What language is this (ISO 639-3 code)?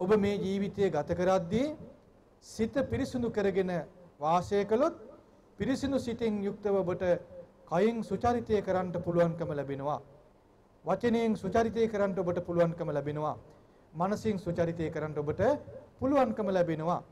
sin